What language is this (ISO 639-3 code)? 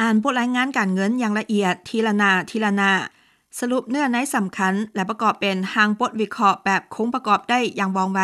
lao